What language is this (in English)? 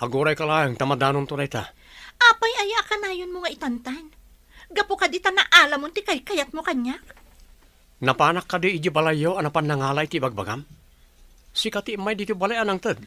Iloko